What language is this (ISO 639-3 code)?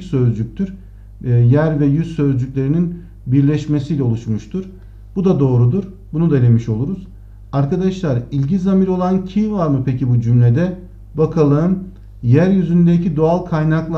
tur